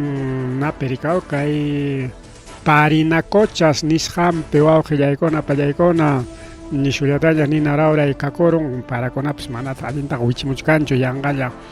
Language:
Ayacucho Quechua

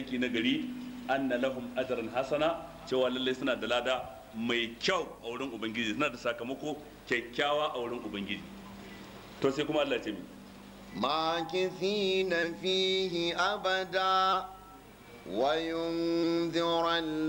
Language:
Hausa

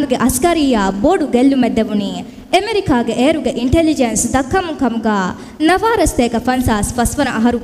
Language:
Divehi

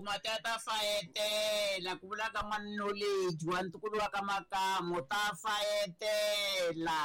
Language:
Tsonga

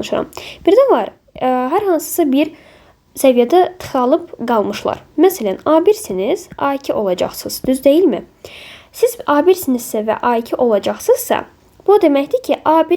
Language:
Azerbaijani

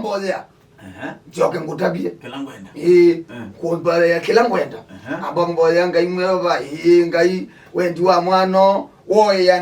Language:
Kamba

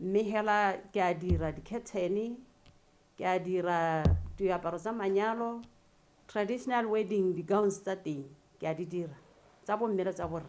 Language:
Tswana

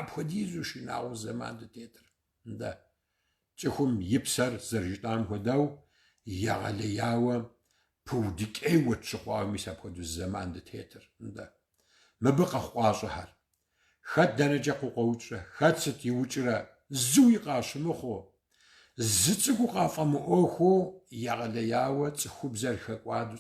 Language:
Kabardian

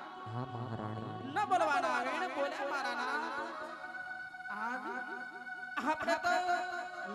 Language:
Gujarati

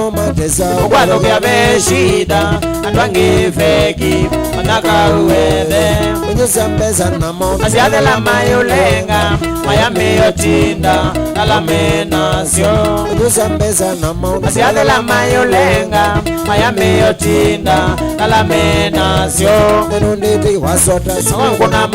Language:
Kamba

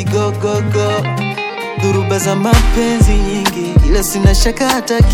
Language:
Swahili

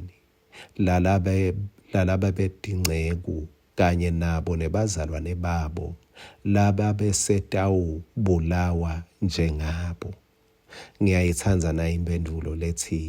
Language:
Swati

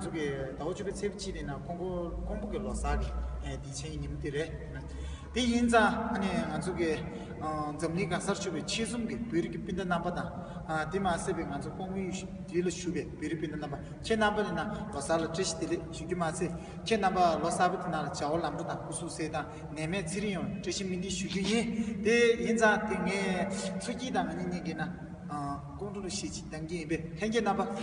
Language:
Tibetan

